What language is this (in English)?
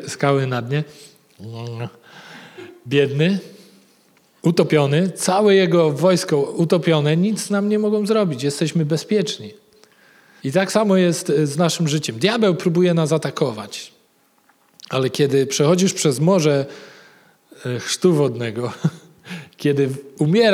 Polish